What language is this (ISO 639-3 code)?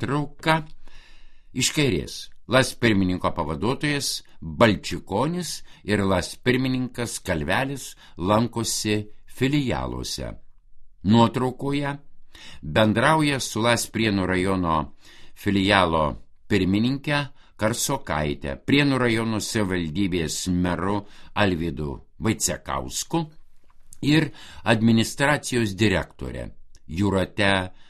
lit